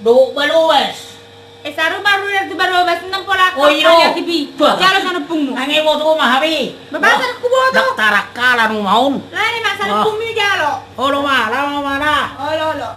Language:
Batak Toba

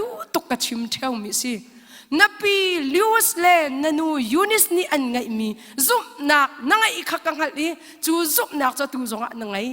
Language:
Hakha Chin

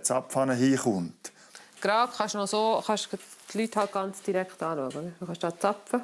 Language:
Swiss German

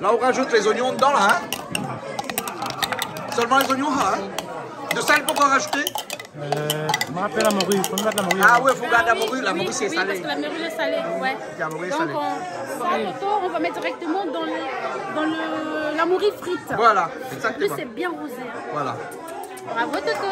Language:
Réunion Creole French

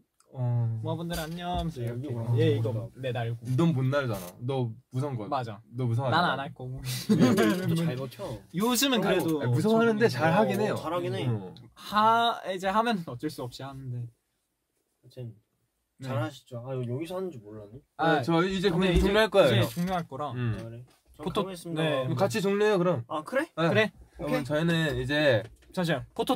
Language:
Korean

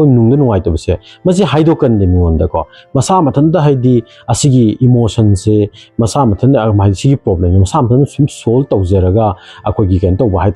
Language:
Manipuri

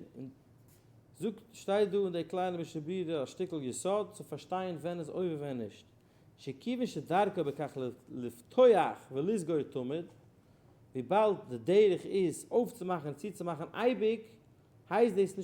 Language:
Yiddish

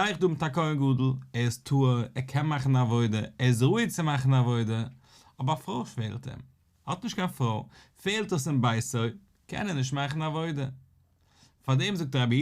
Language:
Yiddish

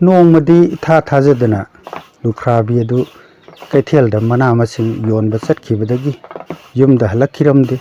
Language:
Manipuri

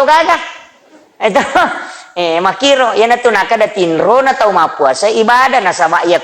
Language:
Buginese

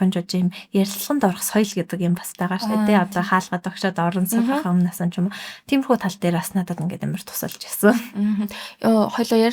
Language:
Mongolian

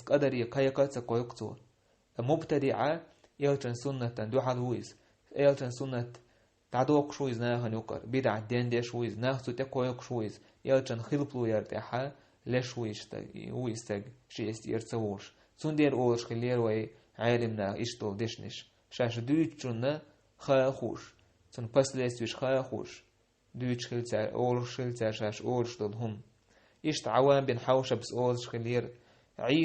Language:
Chechen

